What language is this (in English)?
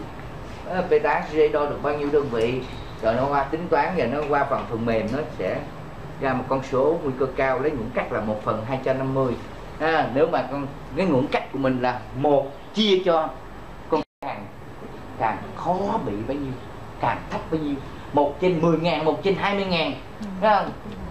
Vietnamese